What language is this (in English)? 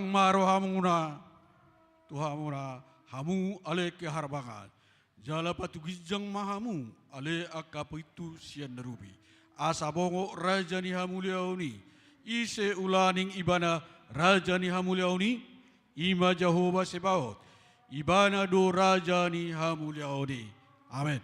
Batak Toba